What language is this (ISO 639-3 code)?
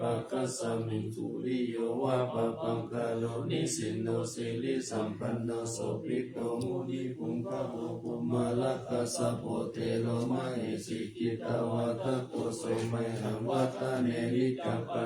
pli